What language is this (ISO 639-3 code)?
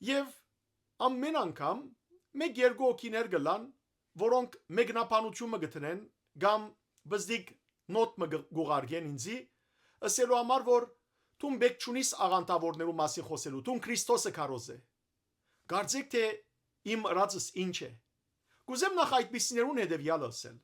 hyw